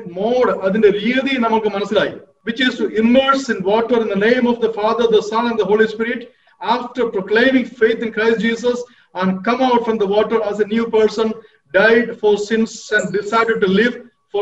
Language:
Malayalam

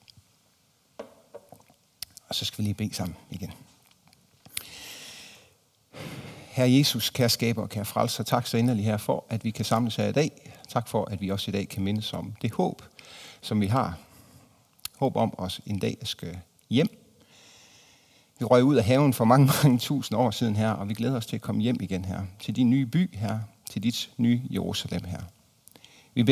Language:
Danish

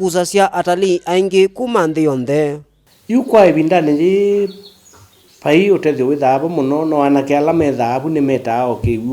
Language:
Kamba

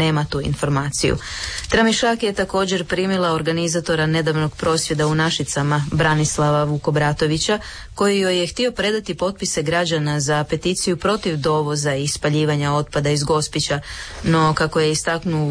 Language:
Croatian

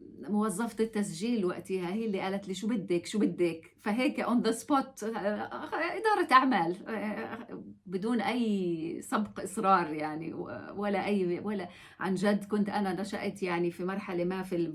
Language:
North Levantine Arabic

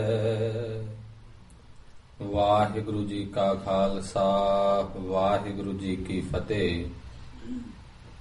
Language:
Punjabi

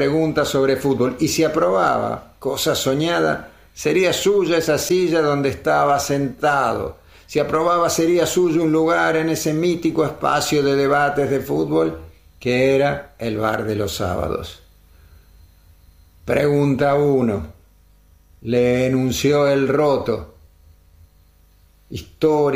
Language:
Spanish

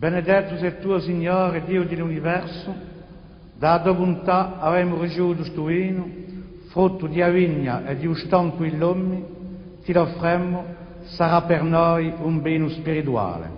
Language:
Corsican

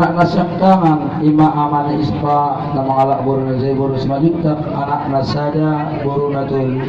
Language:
Batak Toba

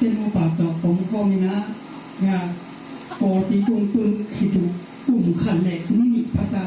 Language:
Tedim Chin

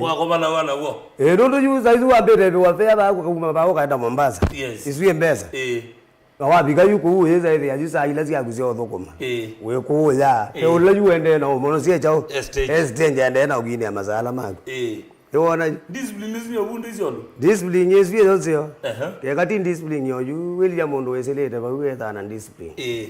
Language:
Kamba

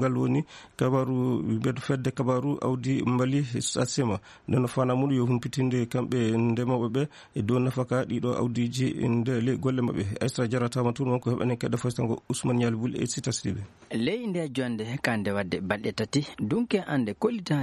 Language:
Fula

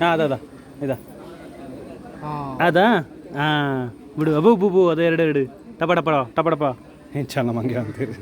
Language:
Tulu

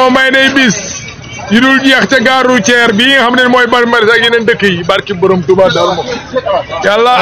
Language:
Wolof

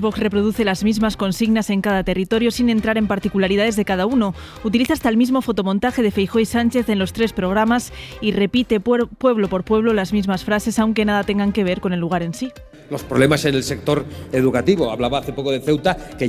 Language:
Spanish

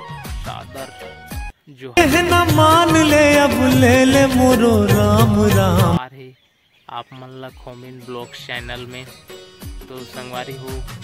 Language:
Chhattisgarhi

